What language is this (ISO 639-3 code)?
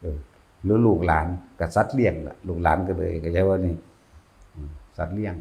tts